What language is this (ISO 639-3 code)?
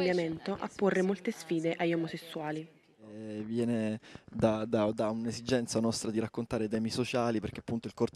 ita